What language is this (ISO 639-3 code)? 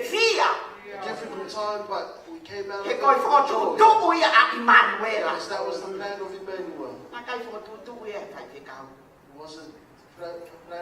ton